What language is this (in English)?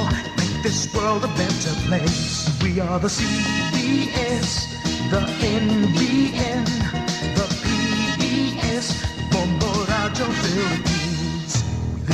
Hiligaynon